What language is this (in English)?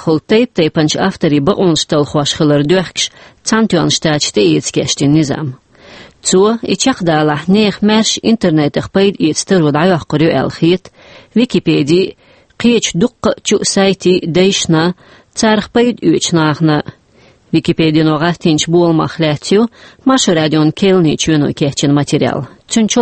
Chechen